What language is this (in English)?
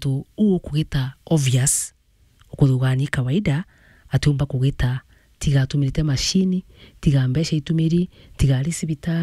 Meru